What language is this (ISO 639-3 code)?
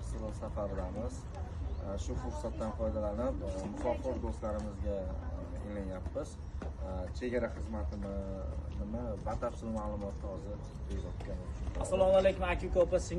uzb